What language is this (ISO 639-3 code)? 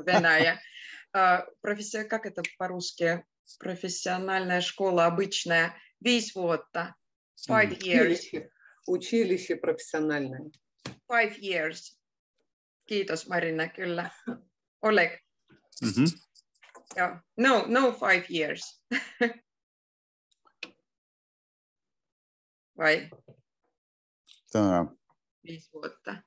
fin